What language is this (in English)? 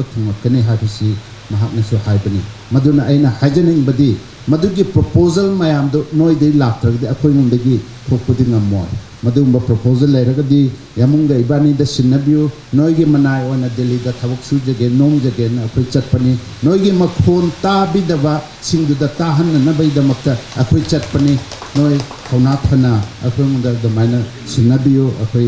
Manipuri